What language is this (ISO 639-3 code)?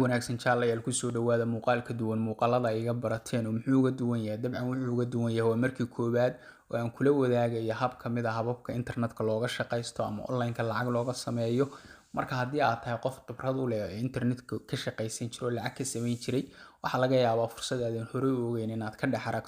som